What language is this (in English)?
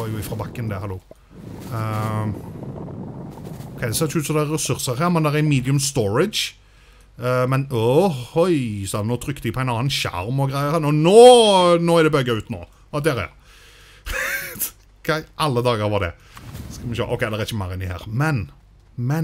Norwegian